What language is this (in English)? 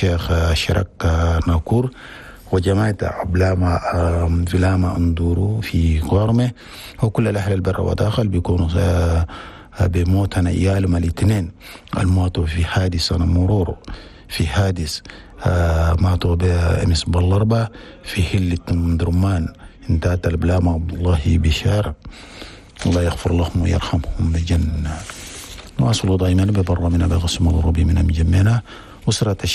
Chadian Arabic